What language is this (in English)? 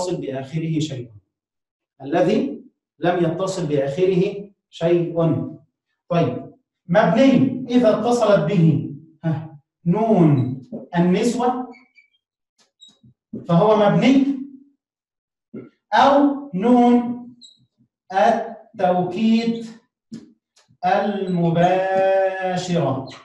Arabic